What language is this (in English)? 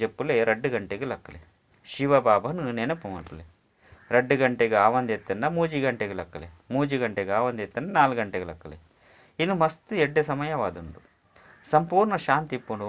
Tulu